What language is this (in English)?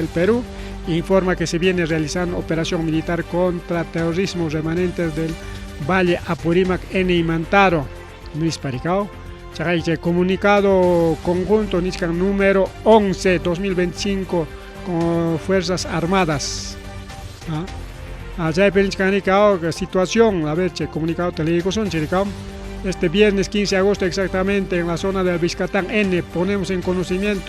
Ayacucho Quechua